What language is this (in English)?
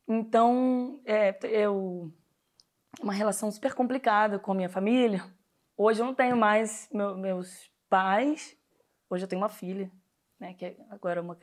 Portuguese